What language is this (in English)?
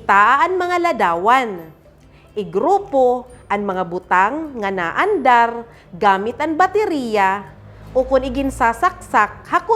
Waray